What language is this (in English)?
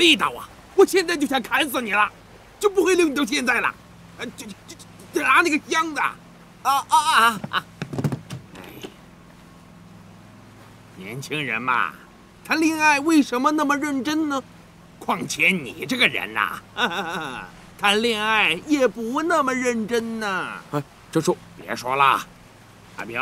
Chinese